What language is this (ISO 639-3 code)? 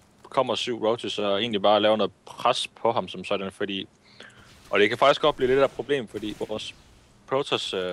dan